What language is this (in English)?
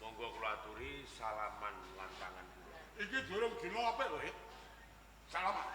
Javanese